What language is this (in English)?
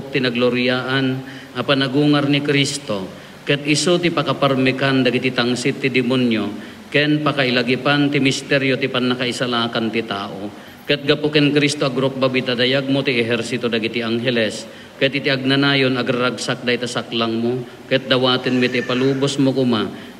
Iloko